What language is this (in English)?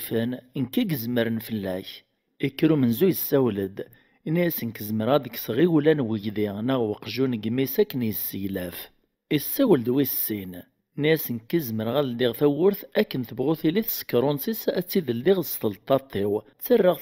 Kabyle